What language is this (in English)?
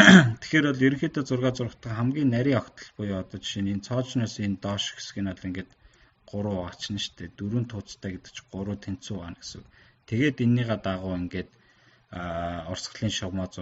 Mongolian